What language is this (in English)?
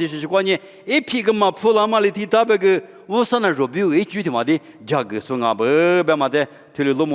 Lisu